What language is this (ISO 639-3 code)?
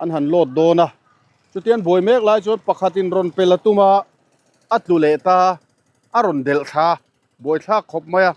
lus